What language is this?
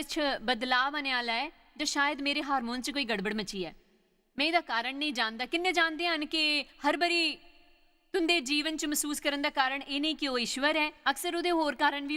Dogri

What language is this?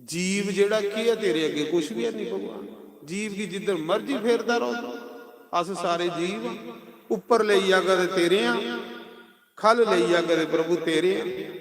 Dogri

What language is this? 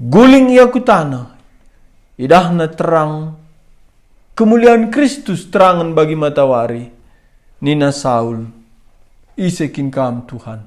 Batak Karo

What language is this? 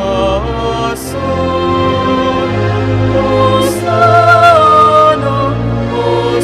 Pampanga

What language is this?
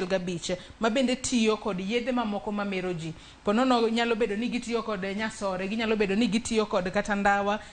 Luo (Kenya and Tanzania)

